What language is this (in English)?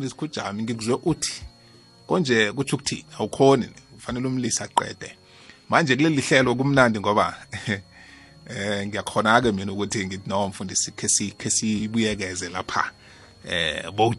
South Ndebele